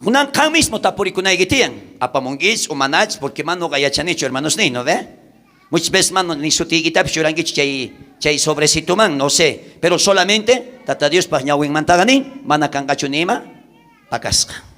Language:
South Bolivian Quechua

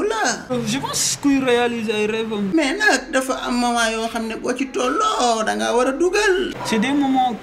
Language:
Wolof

